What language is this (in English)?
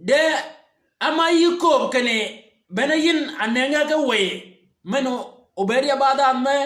Shilluk